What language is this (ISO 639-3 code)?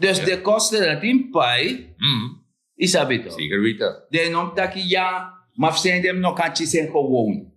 srn